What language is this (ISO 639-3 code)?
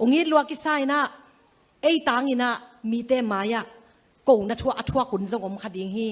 ctd